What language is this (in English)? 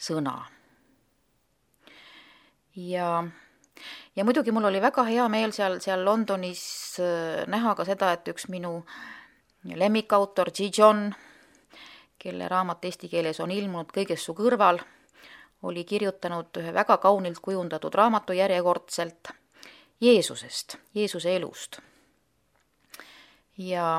Estonian